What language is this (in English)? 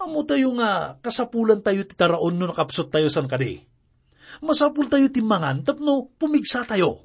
Iloko